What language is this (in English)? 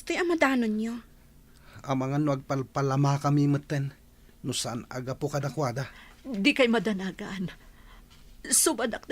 Iloko